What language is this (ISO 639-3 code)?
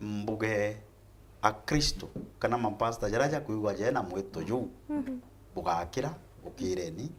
mer